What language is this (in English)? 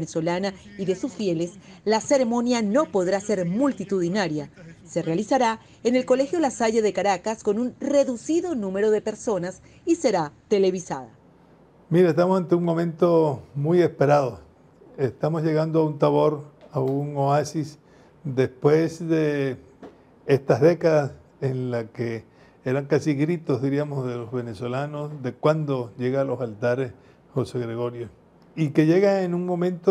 Spanish